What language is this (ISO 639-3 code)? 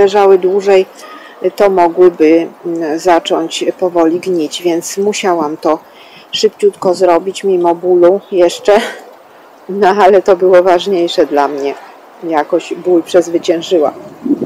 pol